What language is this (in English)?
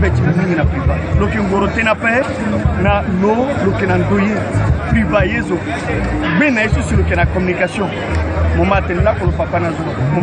Sango